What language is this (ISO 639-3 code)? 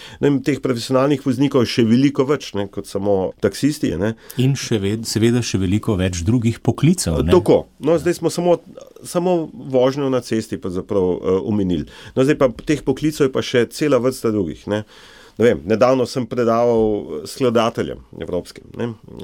slv